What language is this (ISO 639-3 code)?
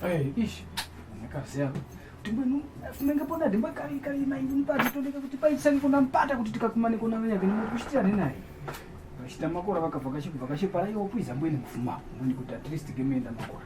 tum